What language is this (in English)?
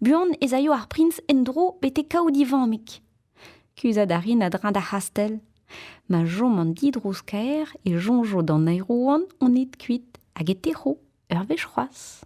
Breton